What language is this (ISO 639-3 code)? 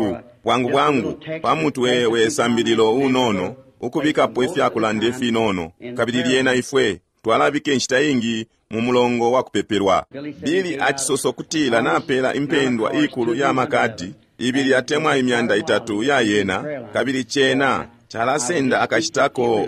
bem